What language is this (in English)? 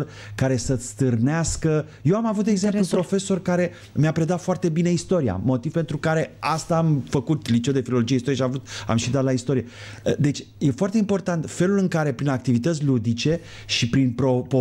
Romanian